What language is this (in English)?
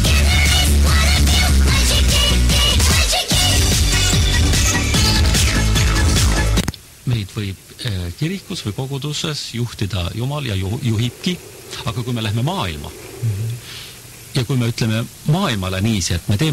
Estonian